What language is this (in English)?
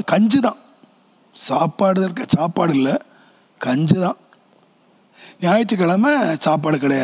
Tamil